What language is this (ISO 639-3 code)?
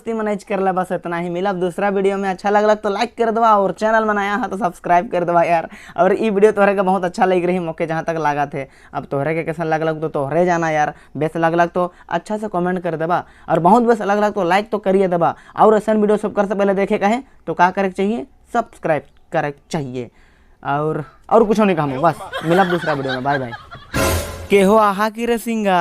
sck